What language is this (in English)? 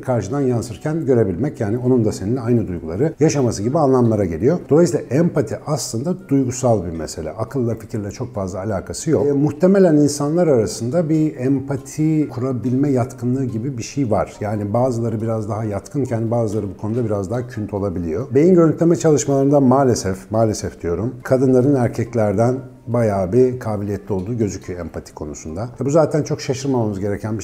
Turkish